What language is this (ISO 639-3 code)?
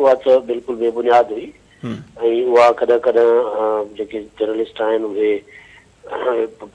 snd